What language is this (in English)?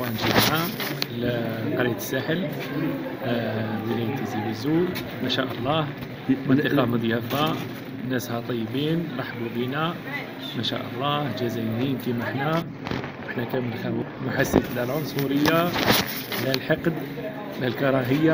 Algerian Arabic